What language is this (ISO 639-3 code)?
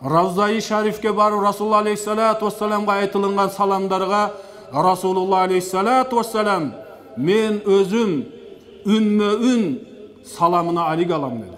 kir